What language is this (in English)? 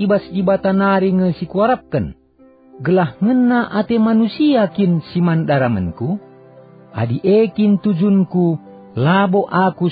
Batak Karo